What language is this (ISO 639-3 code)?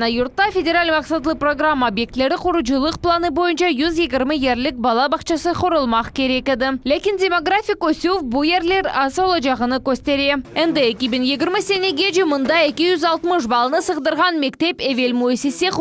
crh